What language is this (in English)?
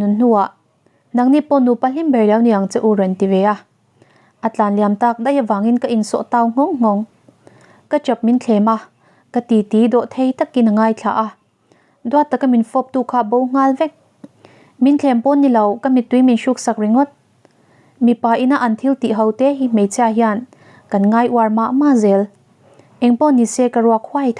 Mizo